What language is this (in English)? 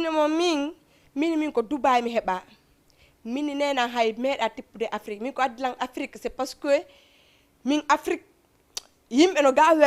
Fula